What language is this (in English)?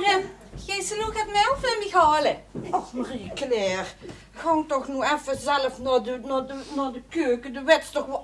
Limburgish